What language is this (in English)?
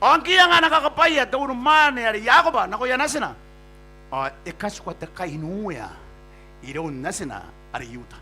Gilbertese